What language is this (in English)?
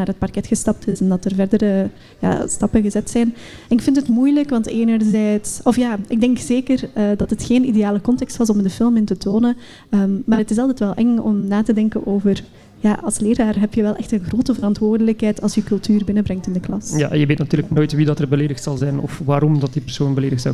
Dutch